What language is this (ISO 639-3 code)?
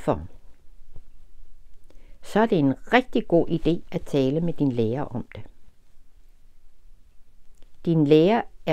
dan